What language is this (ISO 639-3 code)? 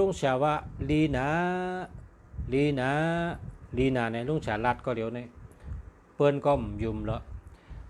shn